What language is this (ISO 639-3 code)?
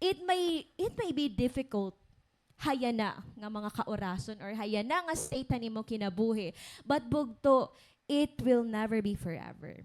war